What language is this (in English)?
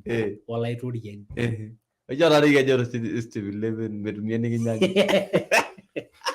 Masai